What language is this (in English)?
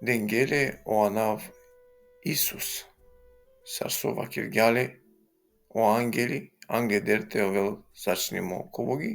Balkan Romani